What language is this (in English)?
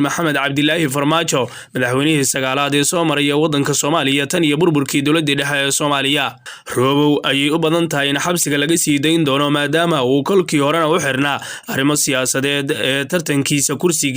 Somali